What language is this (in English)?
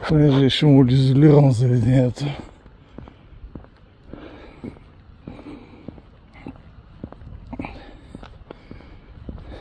Bulgarian